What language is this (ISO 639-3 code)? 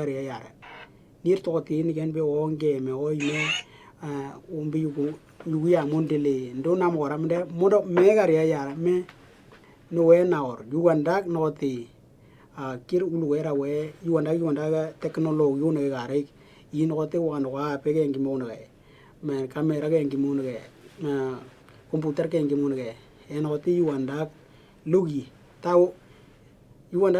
dnw